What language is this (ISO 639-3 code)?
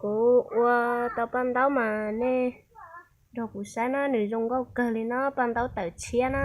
hmn